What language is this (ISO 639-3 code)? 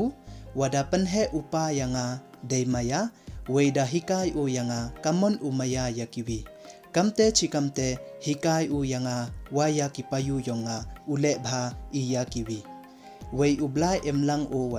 pbv